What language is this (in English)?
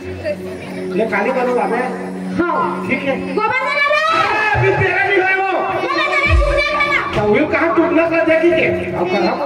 Chhattisgarhi